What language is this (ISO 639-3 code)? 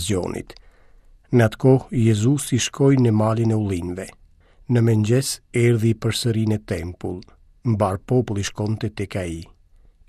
sqi